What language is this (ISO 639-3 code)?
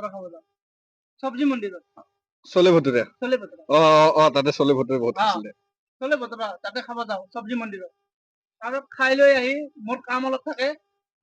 asm